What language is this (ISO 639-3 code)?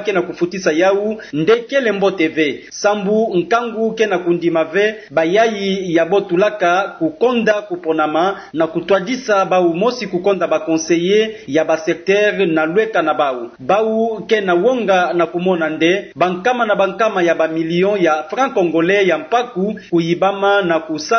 ktu